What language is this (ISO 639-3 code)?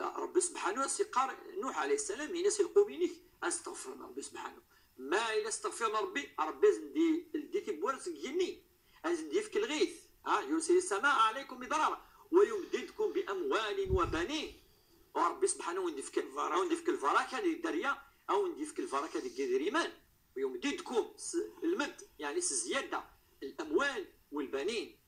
ary